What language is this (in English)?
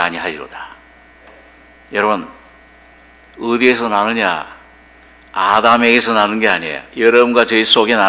Korean